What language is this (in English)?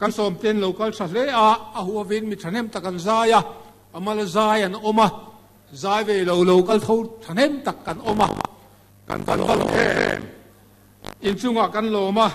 Mizo